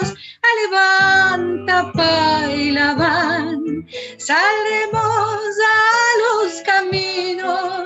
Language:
Ladino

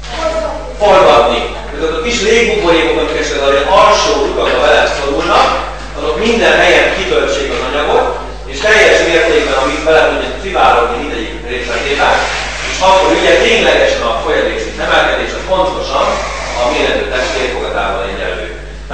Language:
Hungarian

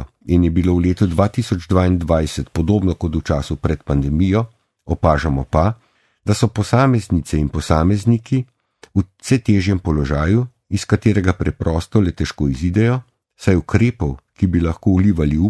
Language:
Slovenian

